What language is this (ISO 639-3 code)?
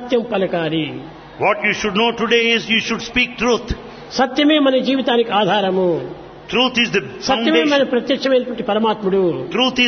tel